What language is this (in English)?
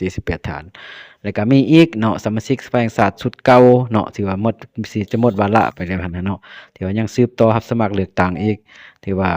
Lao